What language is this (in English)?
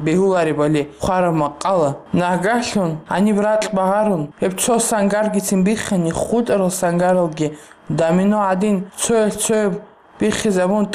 Avaric